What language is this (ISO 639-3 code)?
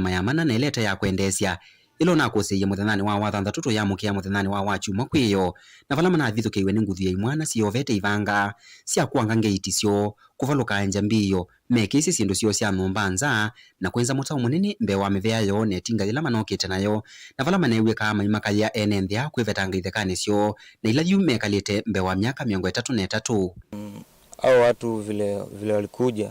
kam